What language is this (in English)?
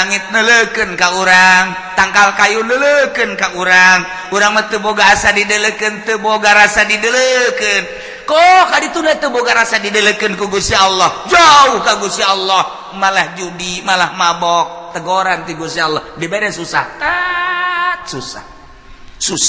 Sundanese